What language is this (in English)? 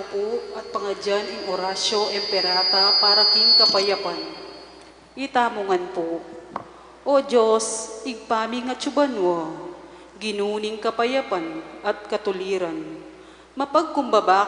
Pampanga